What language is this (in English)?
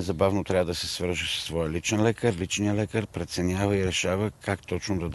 Bulgarian